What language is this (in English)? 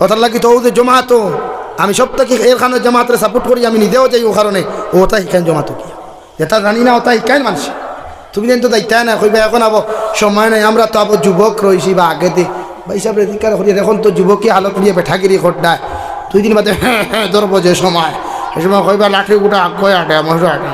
Sylheti